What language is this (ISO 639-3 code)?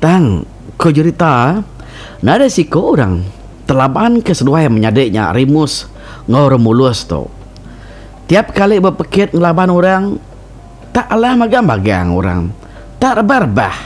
iba